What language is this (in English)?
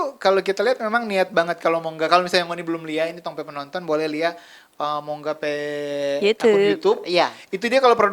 Manado Malay